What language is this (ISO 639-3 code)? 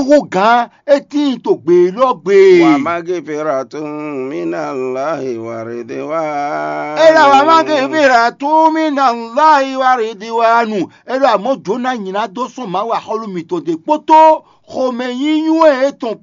fon